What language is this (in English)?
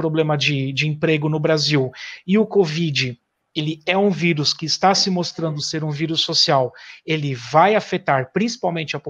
Portuguese